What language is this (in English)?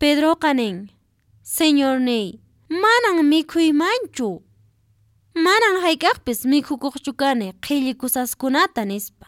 Quechua